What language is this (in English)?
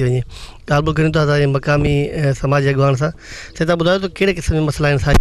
Sindhi